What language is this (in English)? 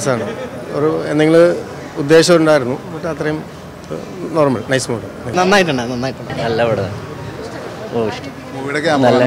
Malayalam